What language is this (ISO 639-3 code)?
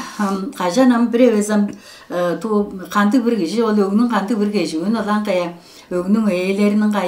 tyv